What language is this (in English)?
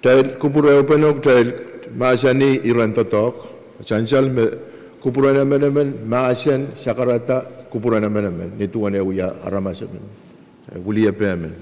Pohnpeian